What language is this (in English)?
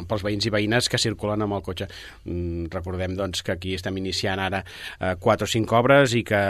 Catalan